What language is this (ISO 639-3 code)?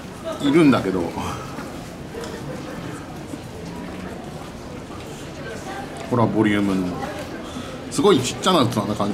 jpn